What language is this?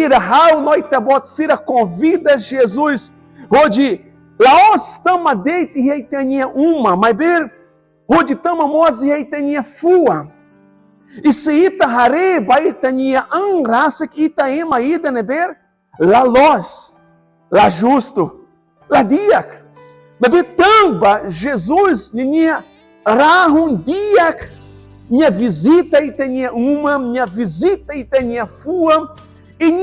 Tetum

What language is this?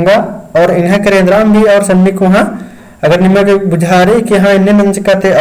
Kurukh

